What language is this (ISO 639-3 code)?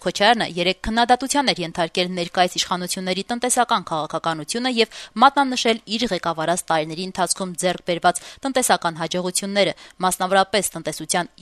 hye